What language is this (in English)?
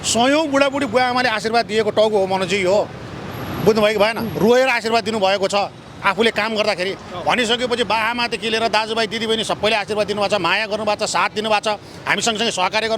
Nepali